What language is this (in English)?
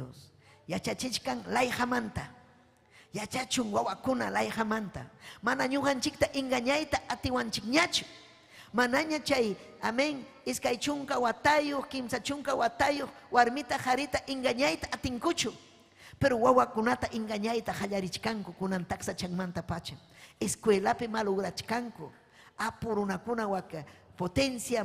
Ayacucho Quechua